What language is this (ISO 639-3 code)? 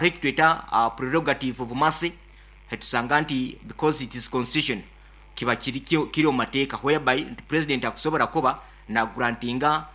nyn